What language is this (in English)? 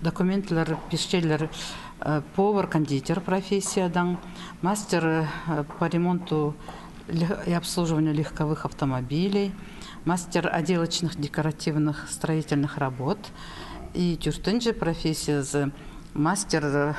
Khakas